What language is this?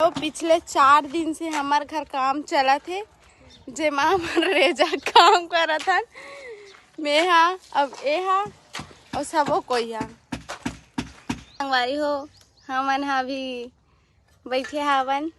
Chhattisgarhi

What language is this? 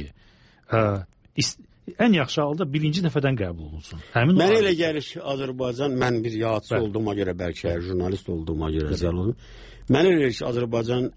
Azerbaijani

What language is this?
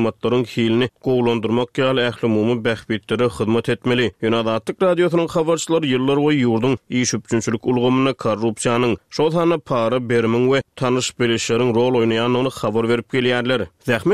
Turkmen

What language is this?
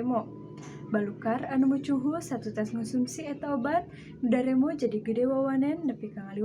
Sundanese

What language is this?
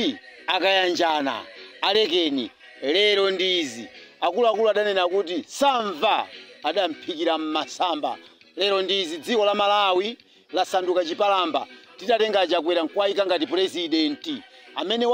Nyanja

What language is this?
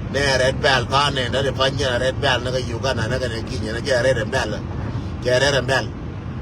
Nuer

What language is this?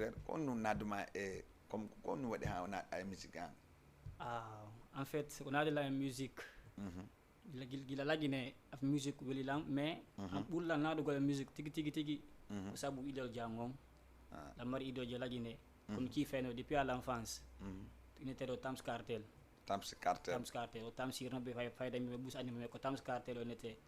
Fula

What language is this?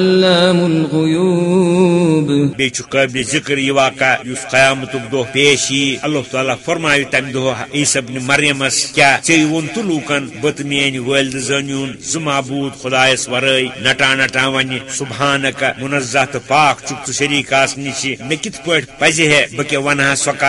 Kashmiri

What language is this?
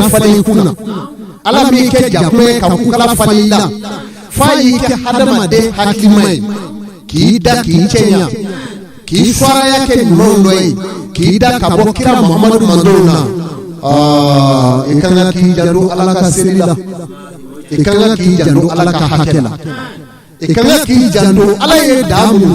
Bambara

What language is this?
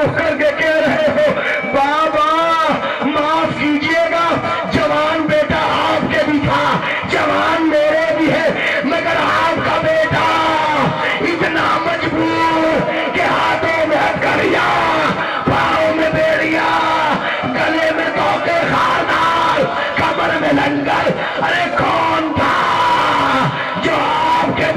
Urdu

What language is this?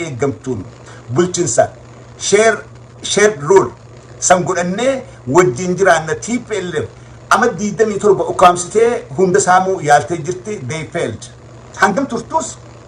Oromo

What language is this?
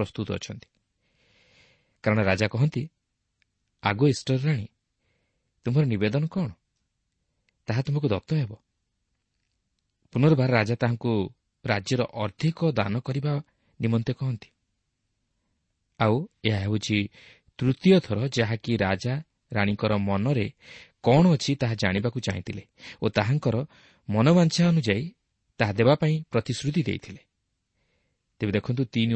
Odia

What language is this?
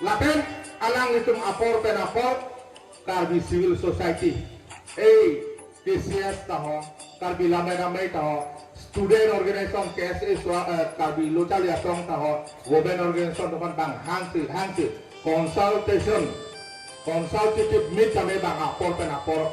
Karbi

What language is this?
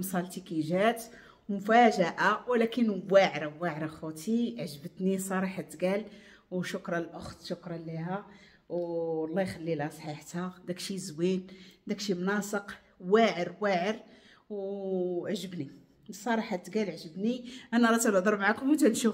Moroccan Arabic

